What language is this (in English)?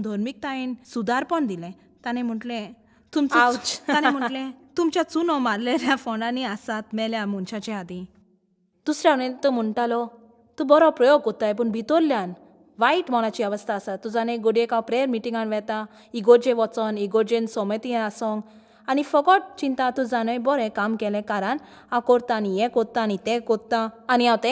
Konkani